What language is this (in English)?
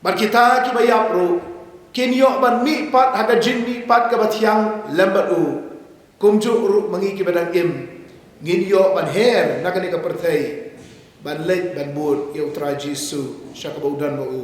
Khasi